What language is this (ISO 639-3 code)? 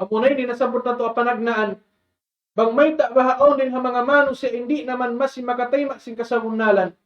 tsg